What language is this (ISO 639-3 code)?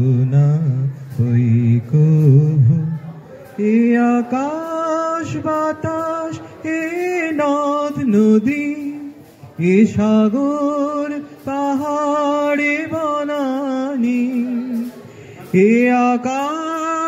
ben